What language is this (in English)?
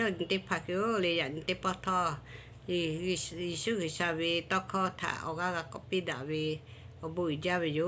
Lahu